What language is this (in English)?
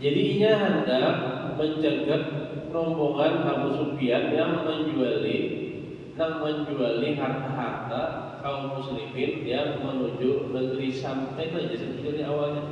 Banjar